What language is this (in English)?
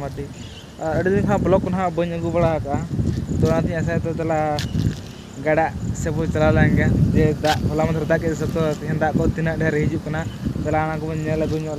Santali